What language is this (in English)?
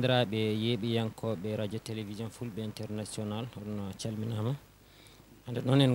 Fula